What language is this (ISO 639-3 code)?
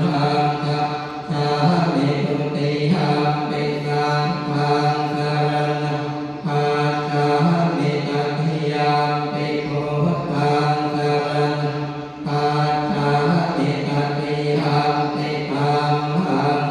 pli